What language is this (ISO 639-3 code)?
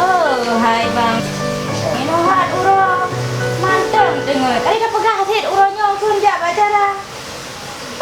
ace